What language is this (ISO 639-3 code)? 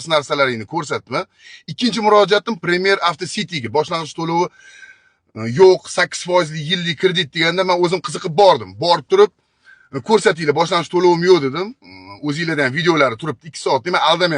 uzb